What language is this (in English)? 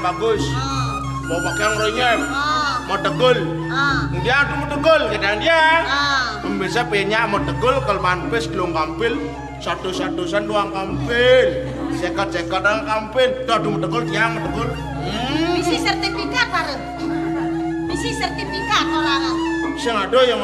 Balinese